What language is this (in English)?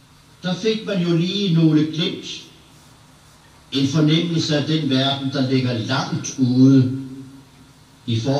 Danish